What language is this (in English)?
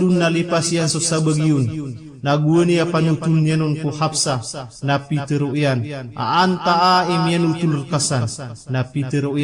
Maranao